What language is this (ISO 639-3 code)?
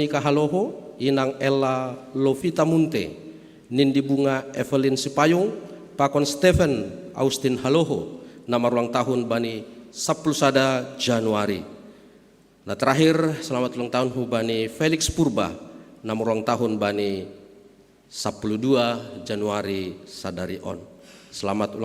bts